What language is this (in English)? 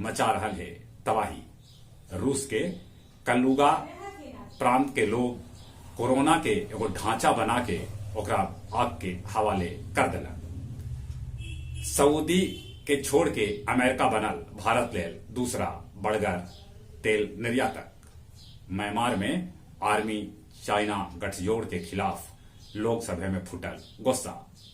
Magahi